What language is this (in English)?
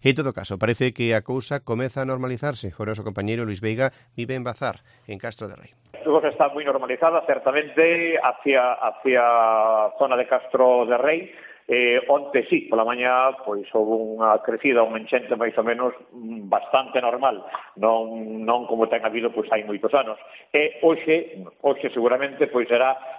Galician